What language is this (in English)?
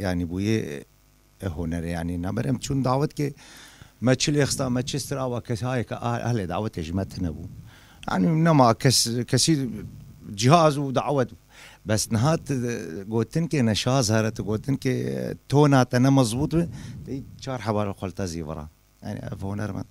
Kurdish